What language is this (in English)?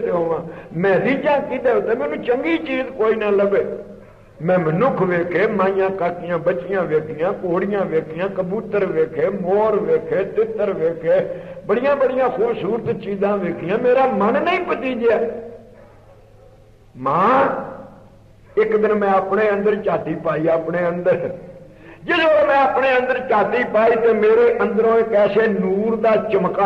Punjabi